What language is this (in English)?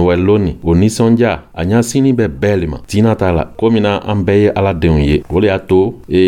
Dyula